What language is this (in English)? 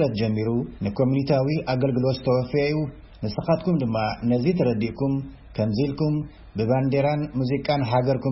Tigrinya